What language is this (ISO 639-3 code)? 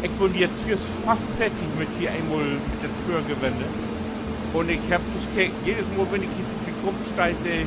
nds